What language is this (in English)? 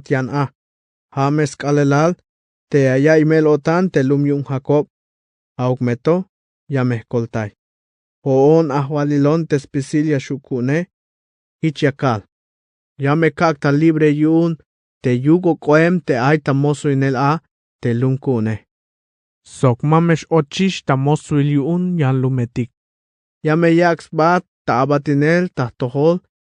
Tzeltal